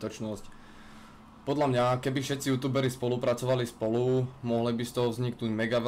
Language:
Slovak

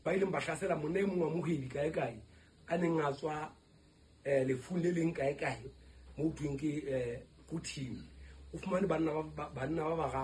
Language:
Southern Sotho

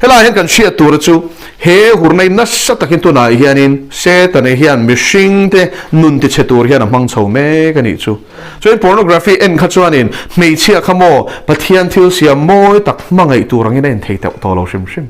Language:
Mizo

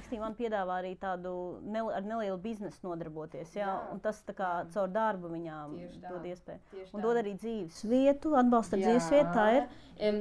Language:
Latvian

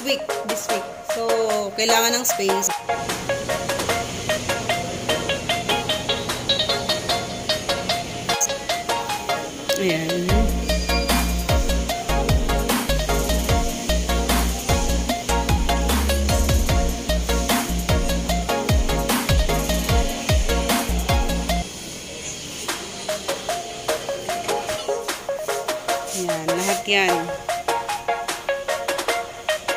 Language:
Filipino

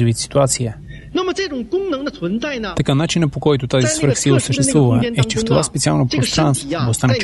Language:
Bulgarian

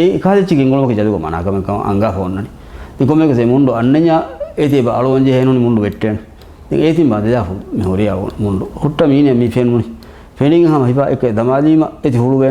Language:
Divehi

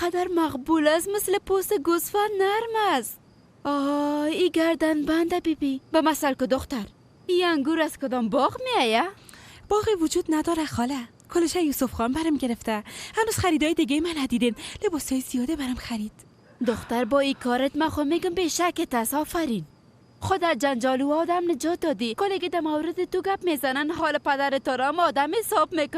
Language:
Persian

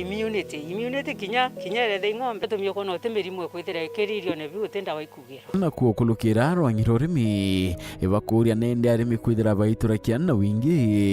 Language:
Meru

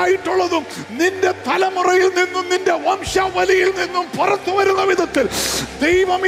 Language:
Malayalam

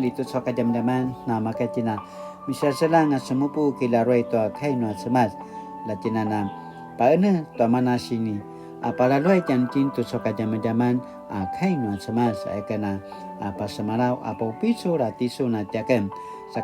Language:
Paiwan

